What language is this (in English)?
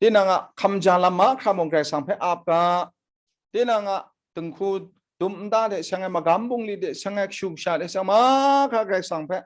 Kachin